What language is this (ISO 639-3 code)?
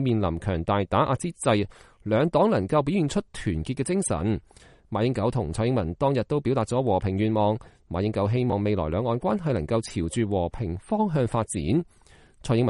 yue